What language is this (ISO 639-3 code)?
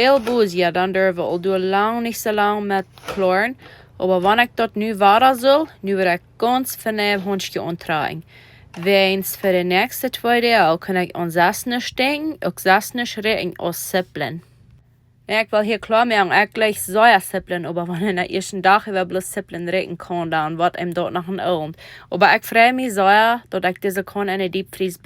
pdt